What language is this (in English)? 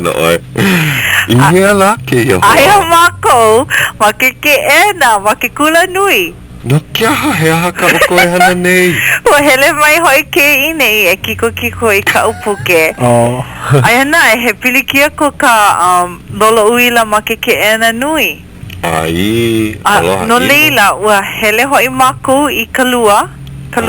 Hawaiian